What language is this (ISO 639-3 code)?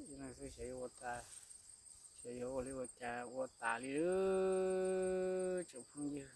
hmn